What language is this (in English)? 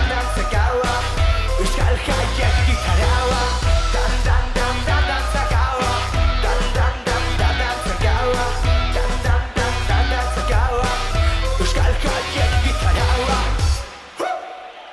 Basque